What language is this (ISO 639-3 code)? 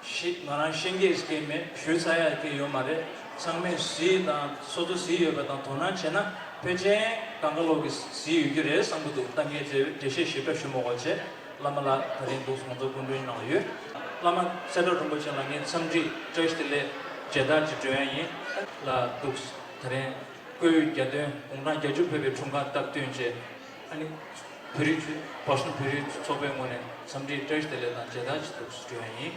bod